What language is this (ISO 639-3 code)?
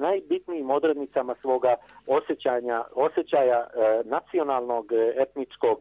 hrv